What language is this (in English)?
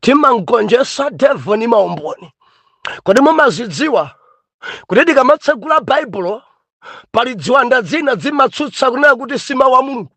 Nyanja